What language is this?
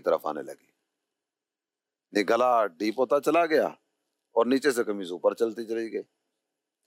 Urdu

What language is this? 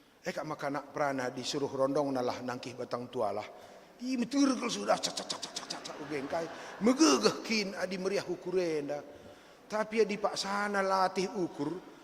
Batak Karo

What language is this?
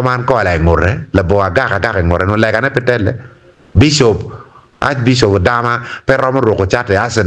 Acoli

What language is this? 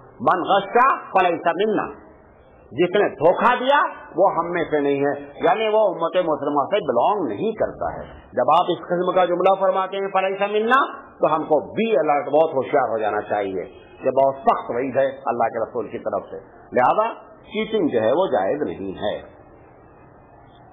Urdu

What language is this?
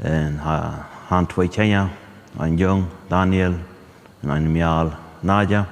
Plautdietsch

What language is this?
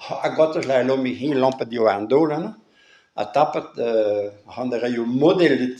Breton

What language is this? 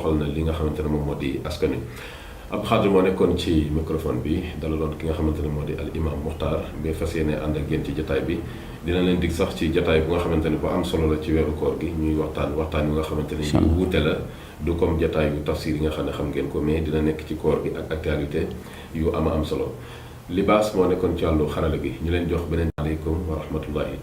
Wolof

